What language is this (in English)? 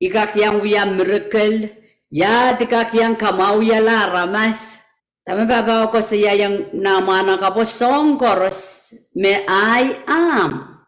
Pohnpeian